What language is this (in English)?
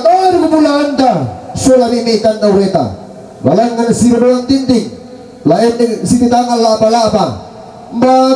Toraja-Sa'dan